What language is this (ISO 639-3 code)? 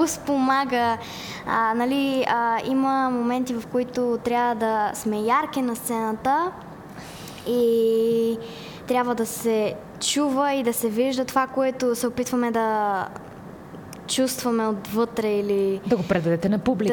bul